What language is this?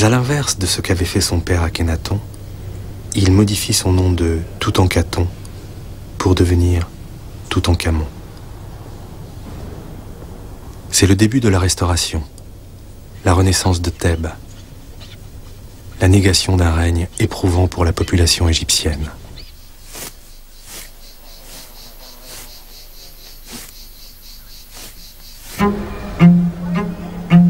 French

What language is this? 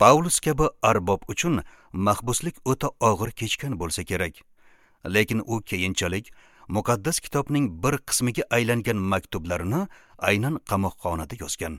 Uzbek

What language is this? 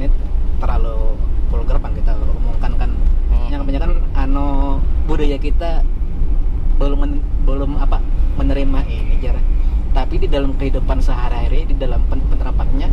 Banjar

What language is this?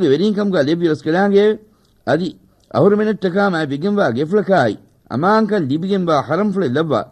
Divehi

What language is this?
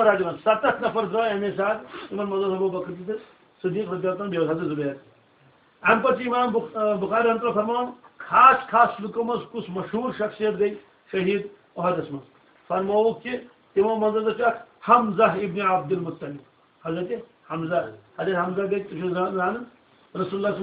Kashmiri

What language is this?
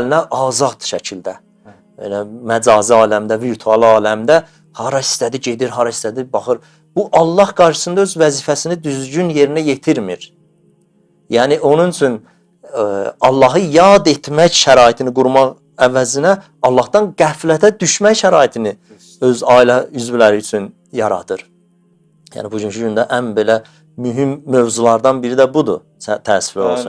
Azerbaijani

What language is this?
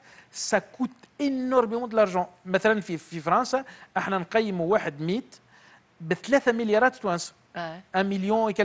Tunisian Arabic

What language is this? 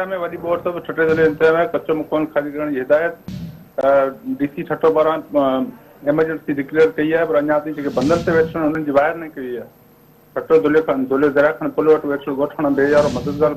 Sindhi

